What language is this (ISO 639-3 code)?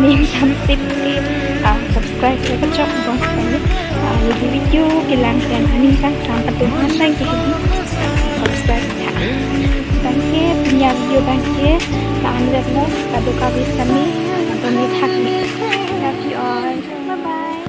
mjw